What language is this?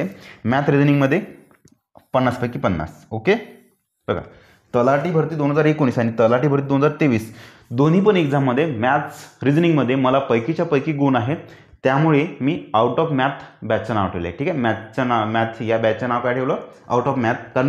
Marathi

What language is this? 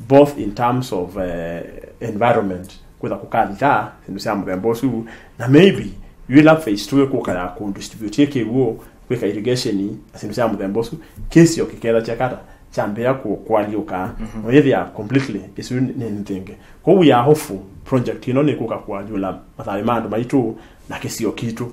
Kamba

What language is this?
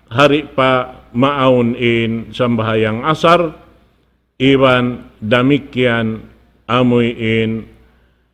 Tausug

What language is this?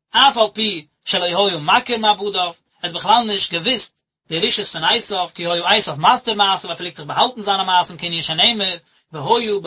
Yiddish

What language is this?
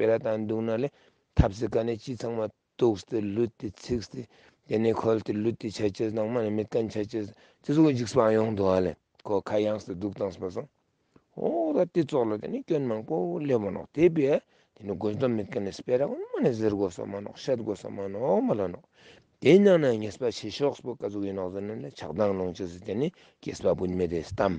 Ladakhi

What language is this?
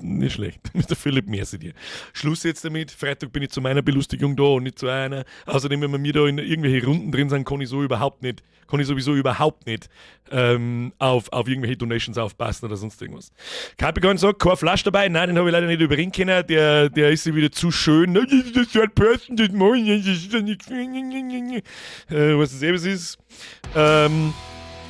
Bavarian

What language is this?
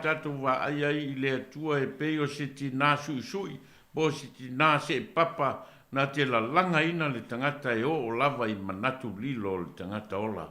Samoan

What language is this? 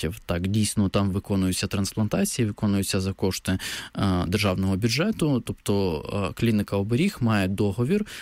Ukrainian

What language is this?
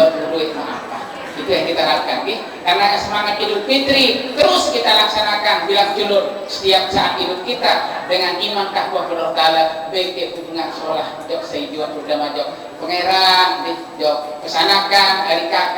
Sasak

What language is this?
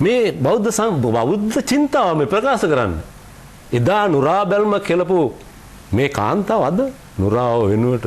Sinhala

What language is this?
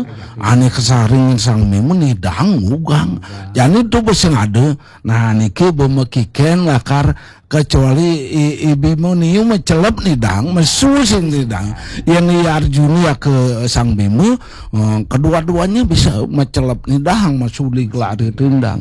Balinese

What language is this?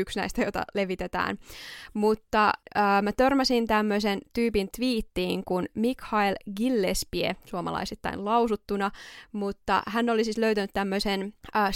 Finnish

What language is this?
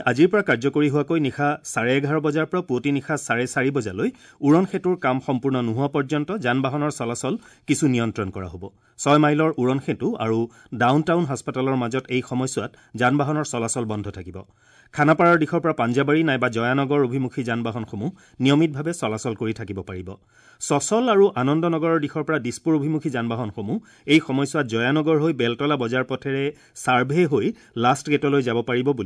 Assamese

